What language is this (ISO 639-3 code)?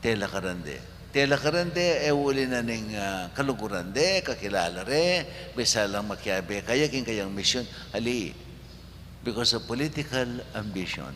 pam